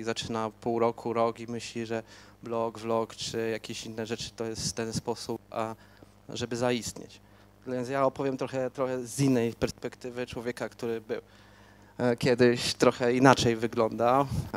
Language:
Polish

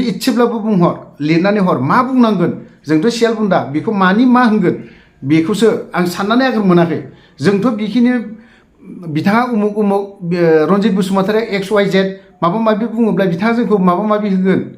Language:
Bodo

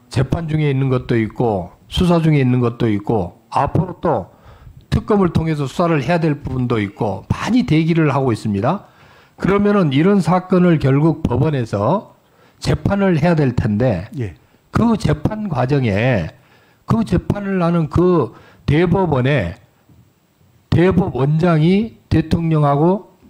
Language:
Korean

